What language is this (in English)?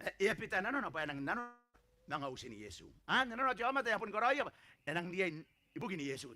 Gilbertese